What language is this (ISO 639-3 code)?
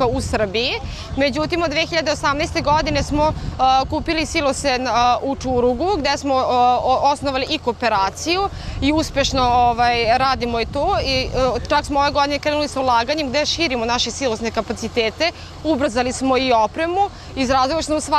srp